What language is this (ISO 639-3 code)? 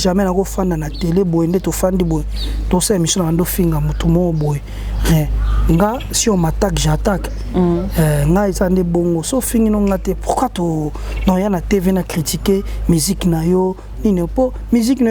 lin